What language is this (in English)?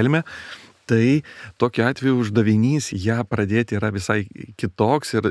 Lithuanian